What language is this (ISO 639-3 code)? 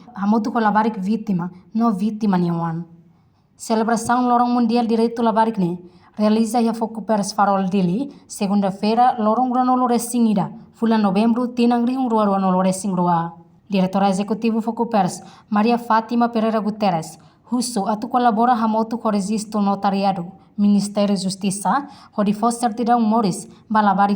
tet